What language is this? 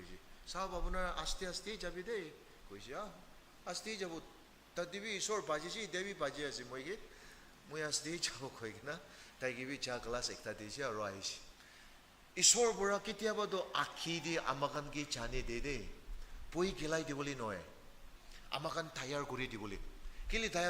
Naga Pidgin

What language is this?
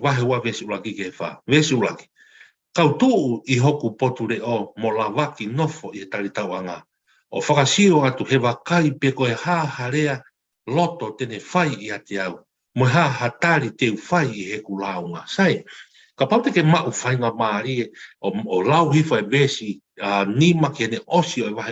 Tongan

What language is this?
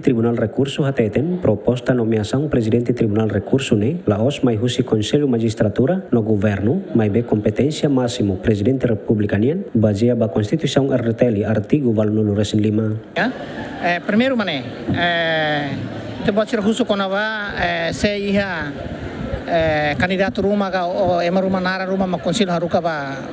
Tetum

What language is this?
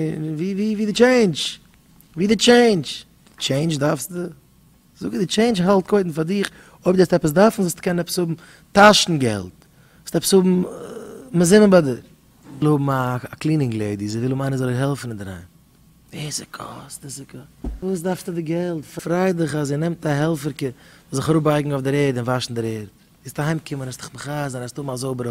Yiddish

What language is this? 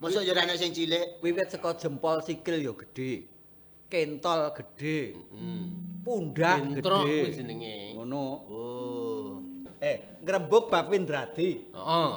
Javanese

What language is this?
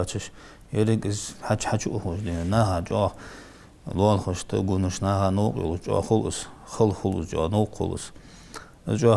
Ingush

